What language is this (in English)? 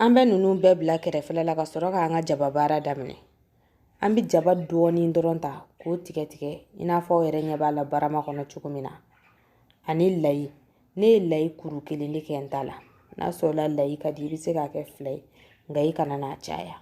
Bambara